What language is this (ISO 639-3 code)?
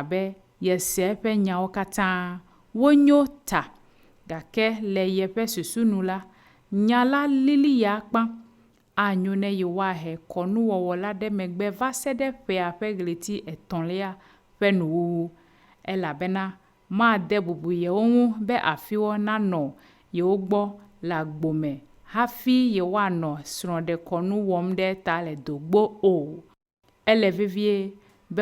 ewe